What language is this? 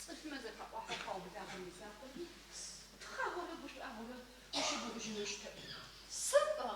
Adyghe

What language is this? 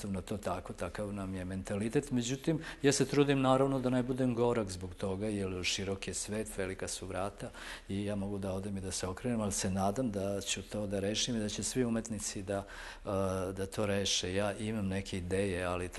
Serbian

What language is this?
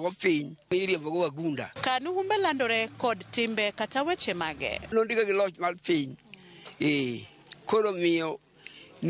Luo (Kenya and Tanzania)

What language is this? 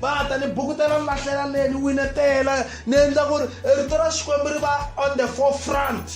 Tsonga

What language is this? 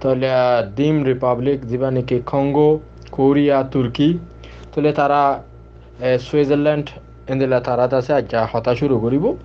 Rohingya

